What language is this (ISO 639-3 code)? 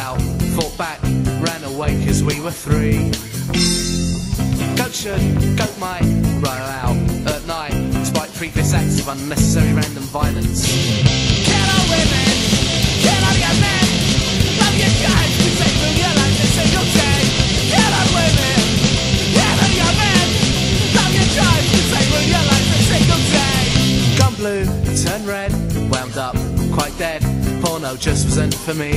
eng